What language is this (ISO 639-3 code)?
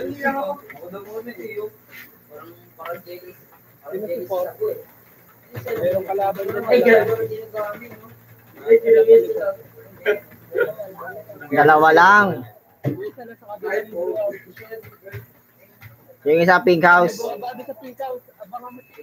fil